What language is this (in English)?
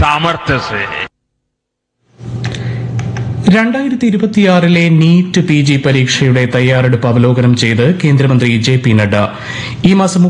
Malayalam